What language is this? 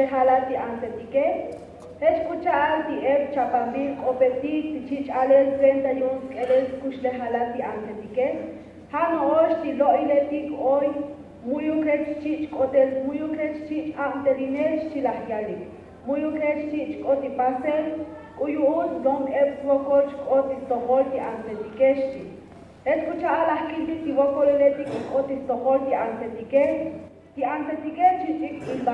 Tzotzil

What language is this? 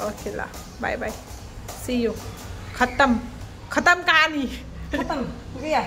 Nepali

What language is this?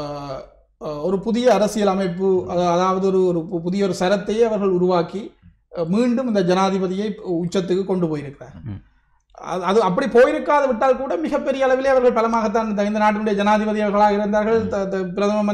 Tamil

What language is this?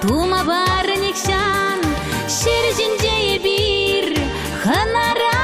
Chuvash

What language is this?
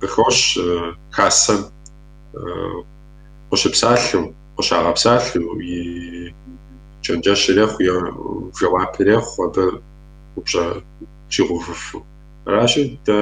Kabardian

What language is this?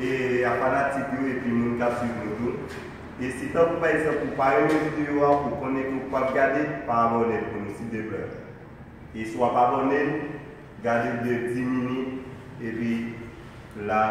Haitian Creole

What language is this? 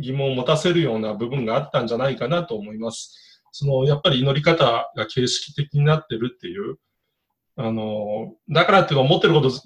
Japanese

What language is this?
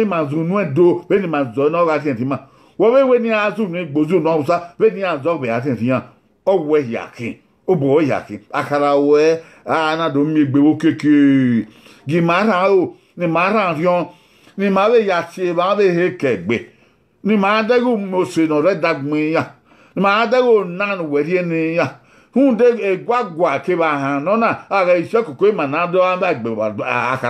Bini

